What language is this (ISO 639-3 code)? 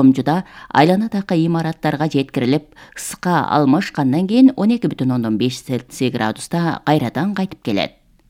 kir